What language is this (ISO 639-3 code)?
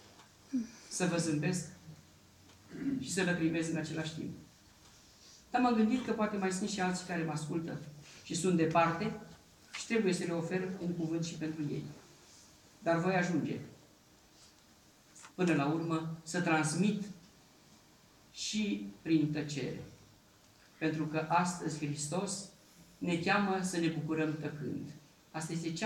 ron